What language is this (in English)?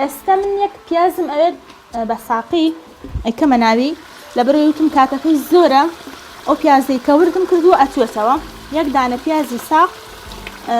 Central Kurdish